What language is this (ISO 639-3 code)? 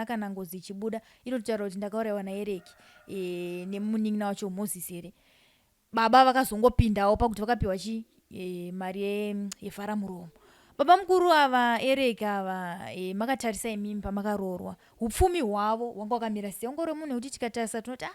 sna